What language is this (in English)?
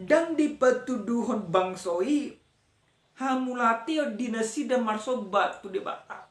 Batak Toba